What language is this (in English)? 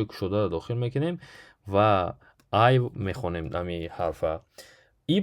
Tajik